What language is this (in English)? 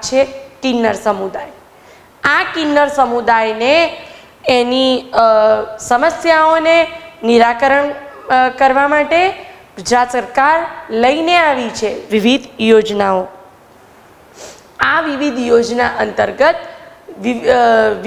Gujarati